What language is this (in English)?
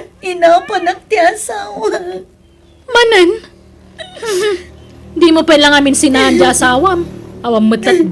Iloko